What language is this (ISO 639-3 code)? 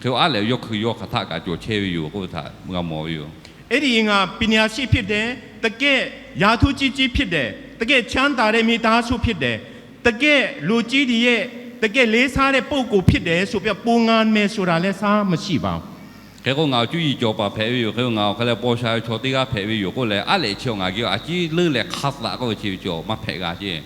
lhu